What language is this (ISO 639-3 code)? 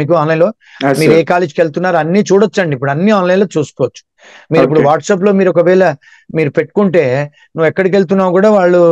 tel